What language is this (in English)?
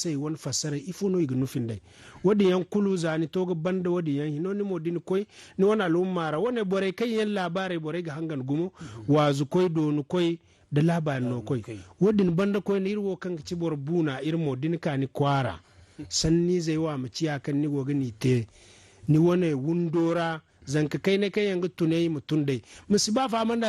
Zarma